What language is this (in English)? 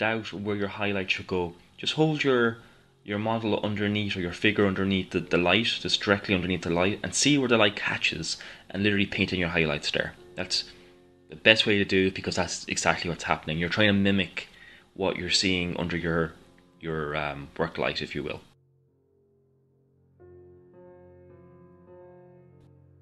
English